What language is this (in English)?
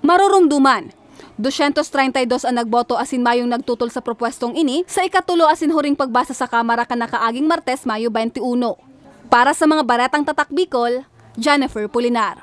Bikol